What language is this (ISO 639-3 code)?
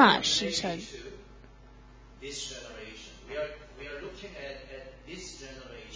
zho